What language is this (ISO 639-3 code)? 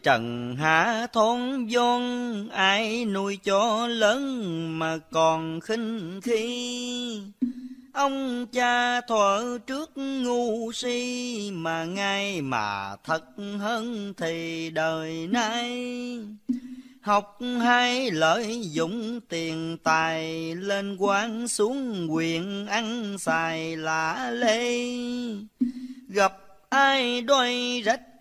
vie